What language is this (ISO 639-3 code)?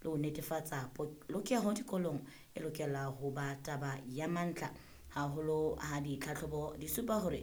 sot